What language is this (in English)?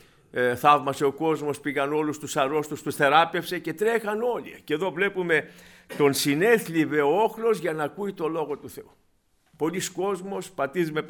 Greek